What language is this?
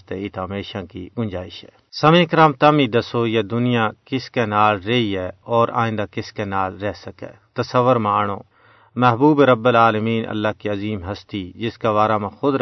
Gujari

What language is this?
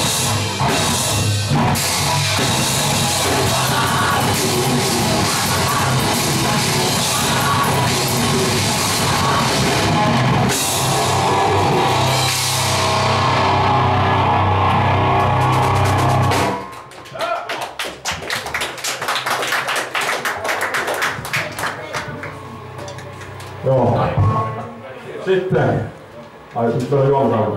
Finnish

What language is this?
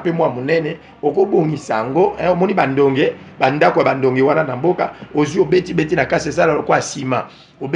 Lingala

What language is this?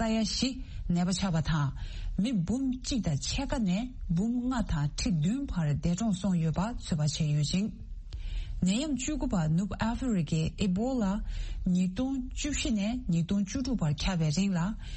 Tibetan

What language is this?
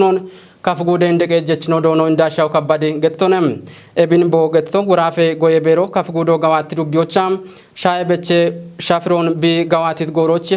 Kafa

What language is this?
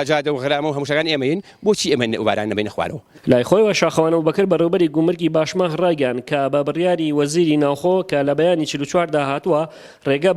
Central Kurdish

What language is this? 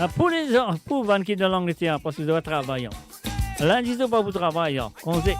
Morisyen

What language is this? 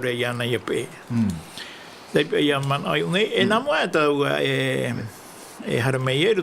Tahitian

